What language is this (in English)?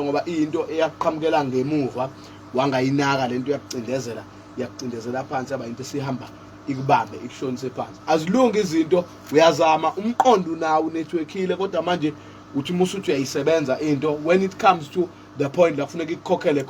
Zulu